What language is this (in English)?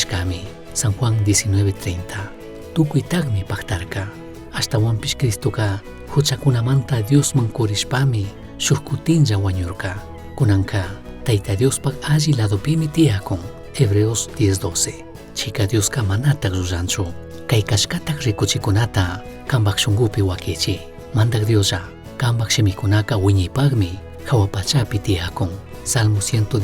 Chimborazo Highland Quichua